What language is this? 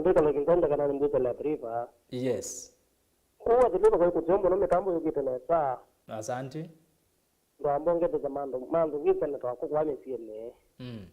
Kamba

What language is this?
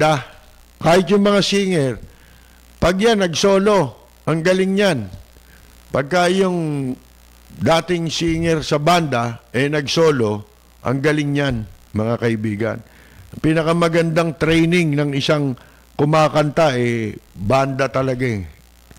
Filipino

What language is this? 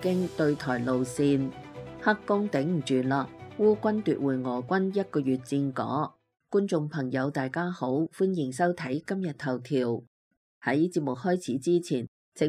Cantonese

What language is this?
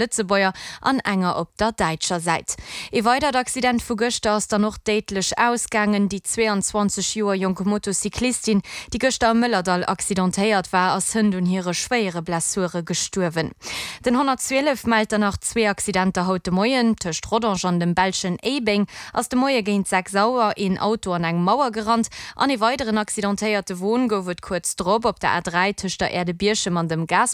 Luxembourgish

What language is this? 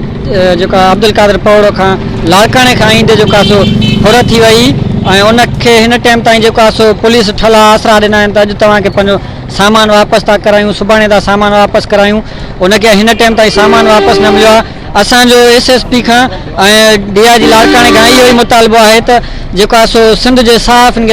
Sindhi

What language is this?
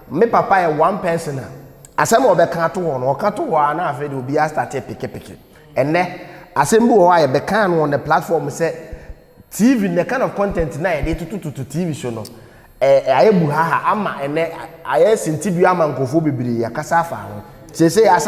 Akan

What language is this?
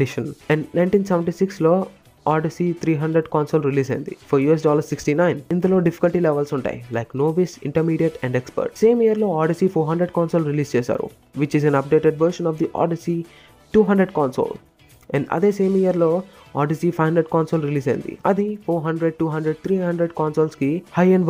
Telugu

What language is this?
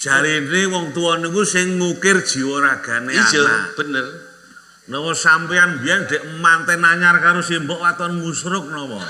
Javanese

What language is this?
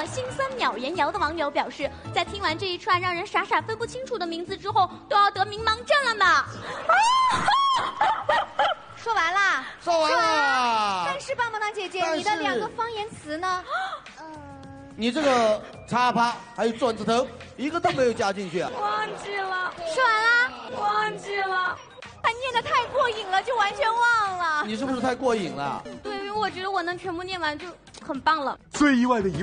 Chinese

